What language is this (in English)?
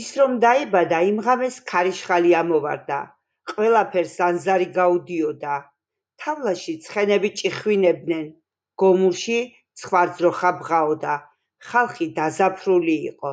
Georgian